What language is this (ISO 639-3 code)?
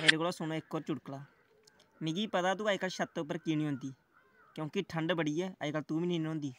doi